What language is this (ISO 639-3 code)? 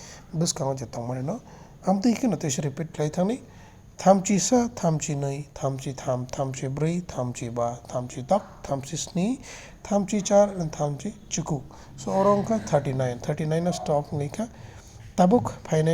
trp